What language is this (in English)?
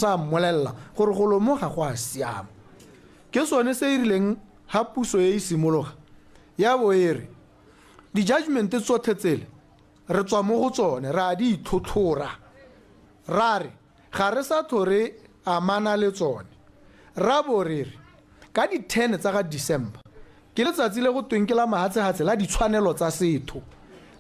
Tswana